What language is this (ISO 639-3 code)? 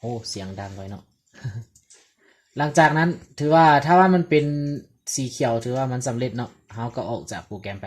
lao